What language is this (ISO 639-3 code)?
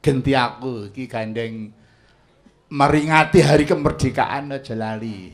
jav